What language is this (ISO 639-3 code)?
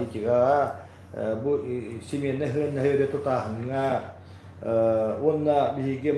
sah